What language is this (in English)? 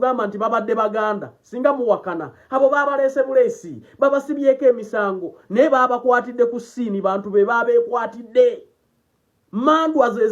Ganda